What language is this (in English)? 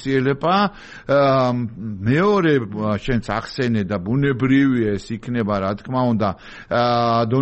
Georgian